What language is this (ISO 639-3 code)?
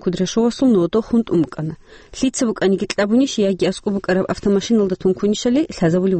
ava